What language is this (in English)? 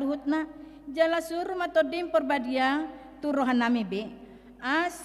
Batak Toba